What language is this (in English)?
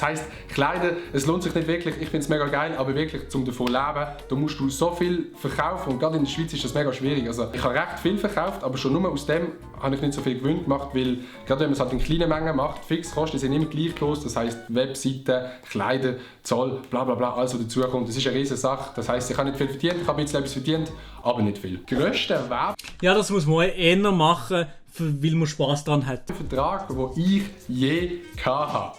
Swiss German